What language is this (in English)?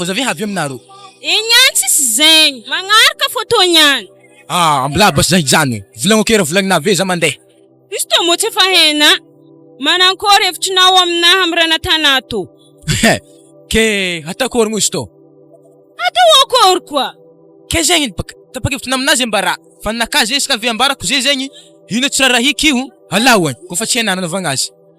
Malagasy